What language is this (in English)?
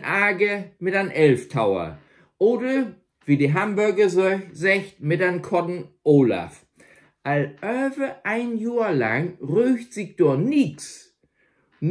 Low German